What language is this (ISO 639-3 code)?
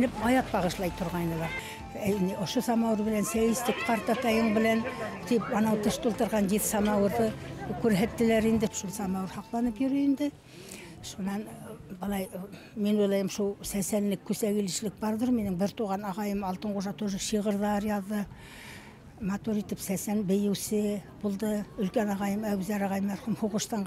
bak